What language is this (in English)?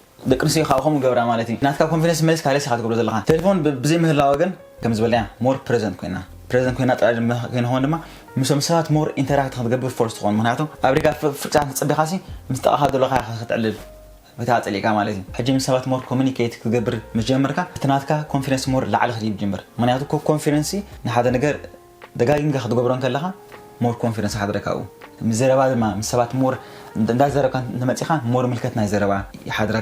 Tigrinya